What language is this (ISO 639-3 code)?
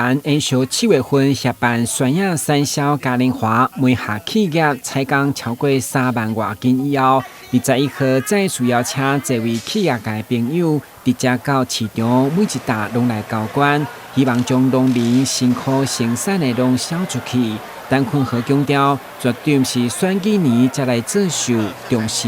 nan